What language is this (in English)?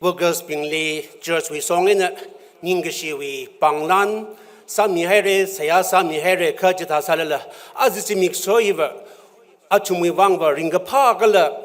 Tangkhul Naga (India)